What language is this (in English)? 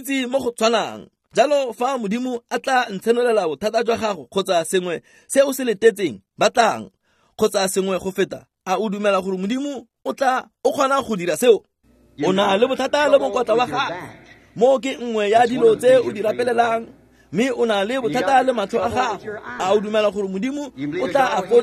Tswana